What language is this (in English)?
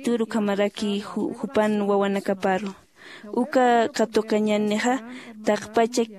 Aymara